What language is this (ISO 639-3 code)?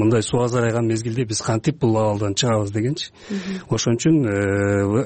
kir